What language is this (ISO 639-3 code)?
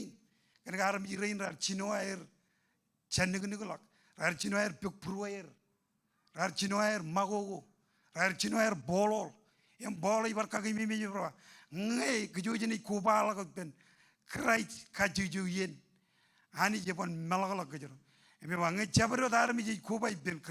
mah